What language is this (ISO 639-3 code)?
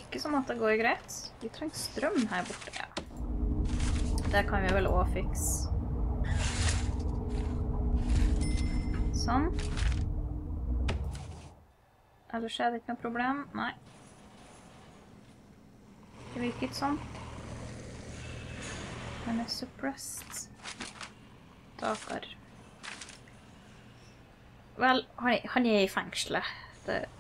nor